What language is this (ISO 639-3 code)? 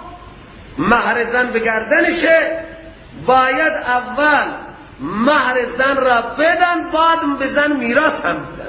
fas